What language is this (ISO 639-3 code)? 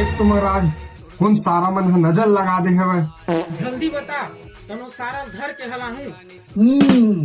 hne